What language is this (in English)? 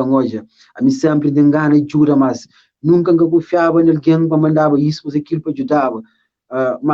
Kabuverdianu